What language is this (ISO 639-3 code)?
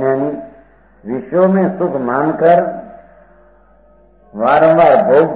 guj